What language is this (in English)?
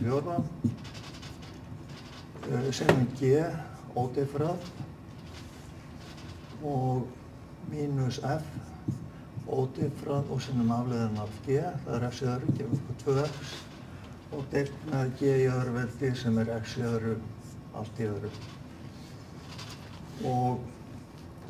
Icelandic